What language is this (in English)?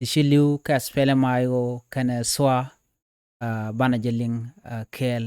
Nuer